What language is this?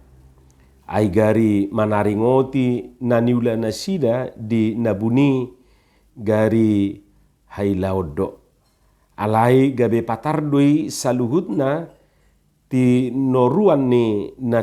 Batak Toba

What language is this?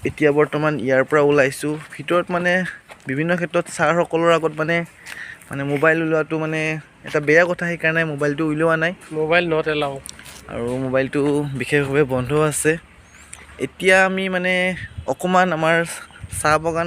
Assamese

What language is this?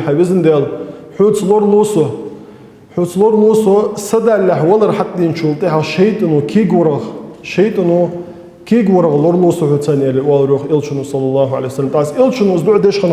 Ingush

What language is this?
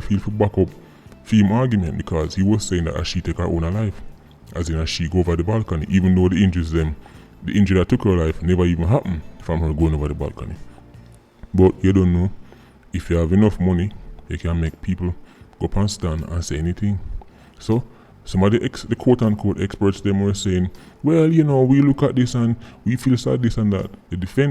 Jamaican Creole English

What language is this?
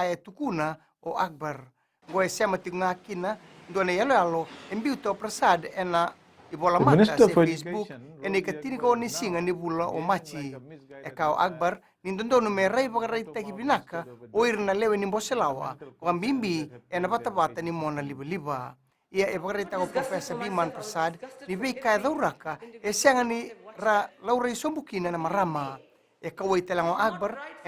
Fijian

